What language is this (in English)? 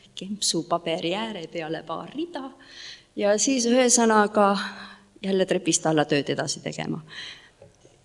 Estonian